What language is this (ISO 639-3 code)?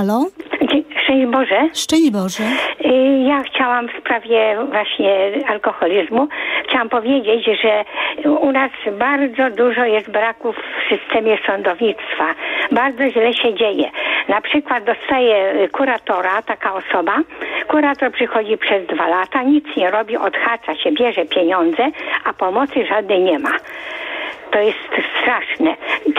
pol